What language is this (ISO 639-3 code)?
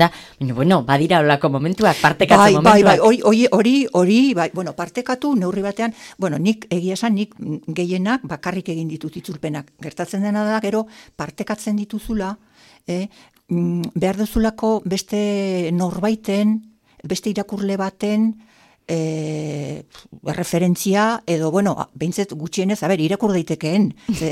eus